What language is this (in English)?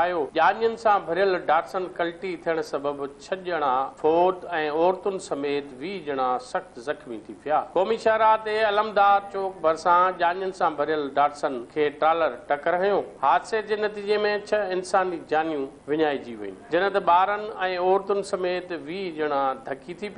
Sindhi